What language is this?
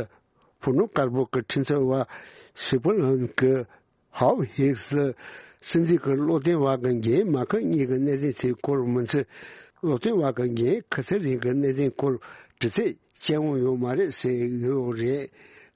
Tibetan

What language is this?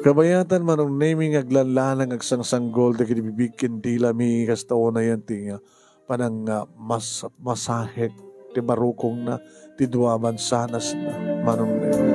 Iloko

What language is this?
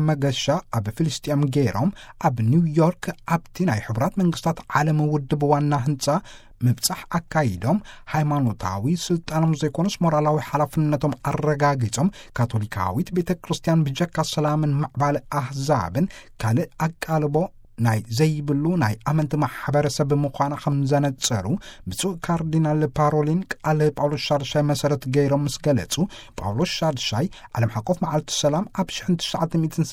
Tigrinya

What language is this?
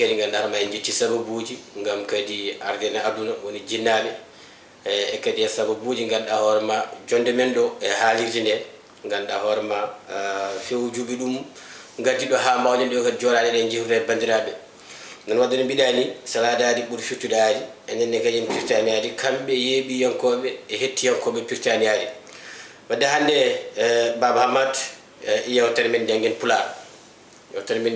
Fula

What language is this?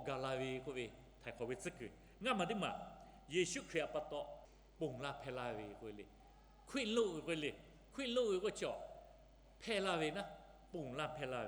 Lahu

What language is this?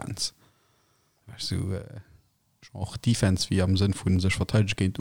Luxembourgish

